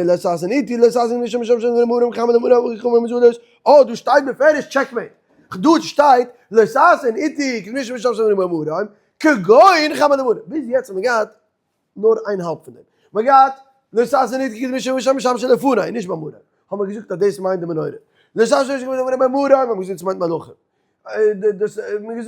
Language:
Yiddish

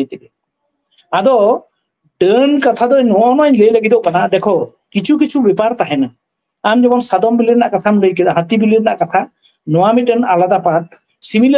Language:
Santali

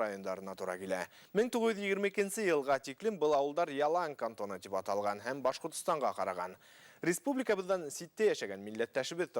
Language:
Bashkir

